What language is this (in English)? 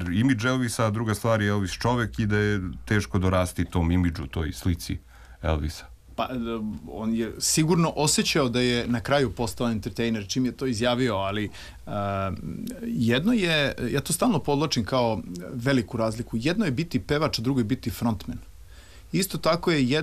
Serbian